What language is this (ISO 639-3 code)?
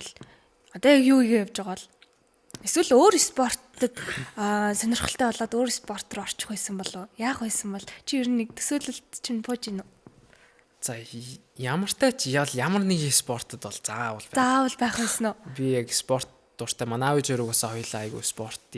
mon